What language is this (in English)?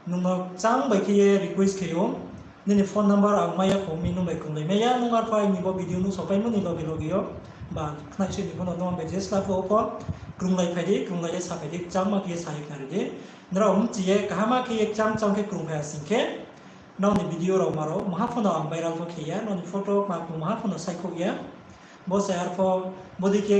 Riang (India)